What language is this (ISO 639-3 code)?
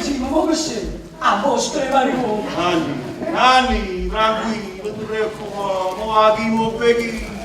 nap